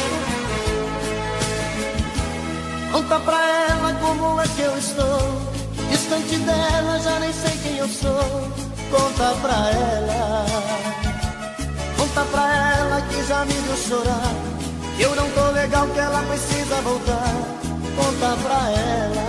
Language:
Portuguese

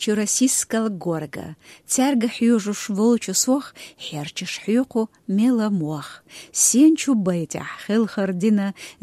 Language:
Chechen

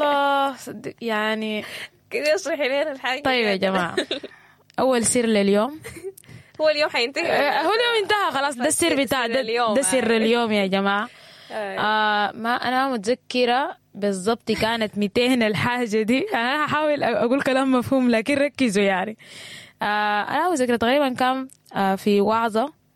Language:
Sudanese Arabic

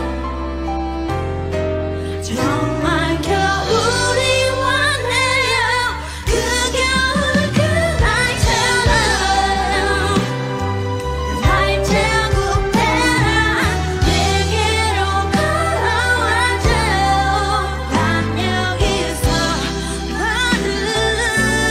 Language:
Korean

